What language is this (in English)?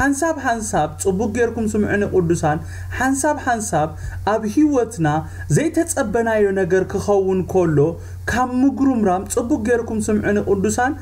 Tigrinya